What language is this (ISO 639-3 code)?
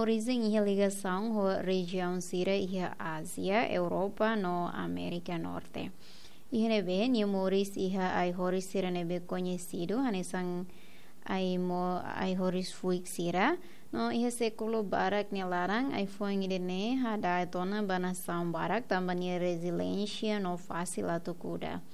tet